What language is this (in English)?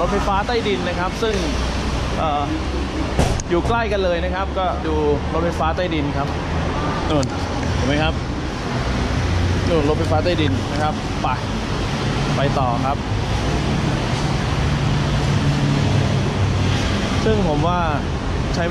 Thai